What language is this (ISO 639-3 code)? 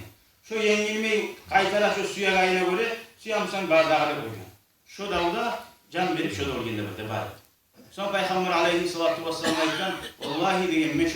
kum